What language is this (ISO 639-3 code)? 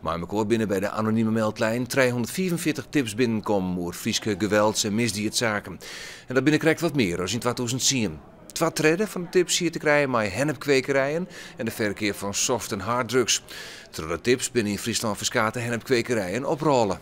fry